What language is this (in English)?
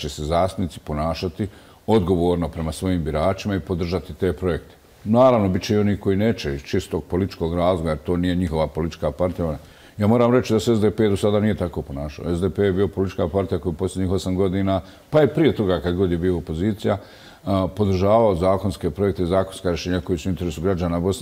Bosnian